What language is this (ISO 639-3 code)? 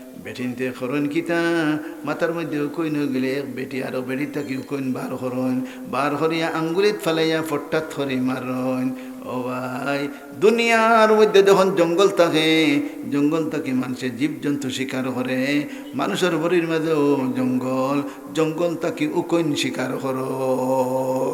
syl